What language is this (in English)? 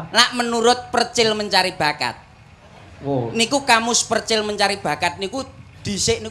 Javanese